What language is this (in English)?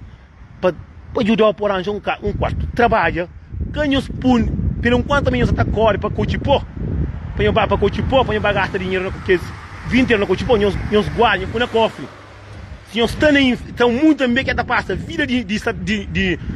Kabuverdianu